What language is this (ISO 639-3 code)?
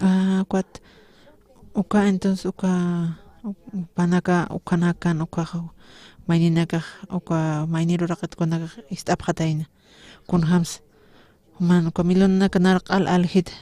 aym